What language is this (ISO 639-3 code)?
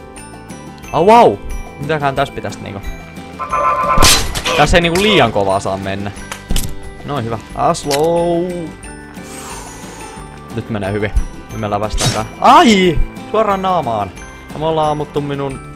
fin